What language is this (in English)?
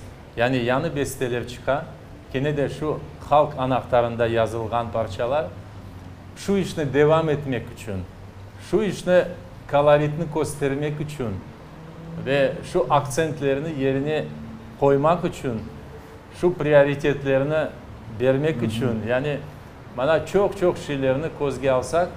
Crimean Tatar